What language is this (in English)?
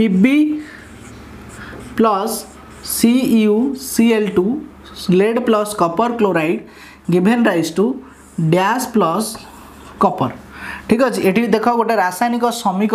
Odia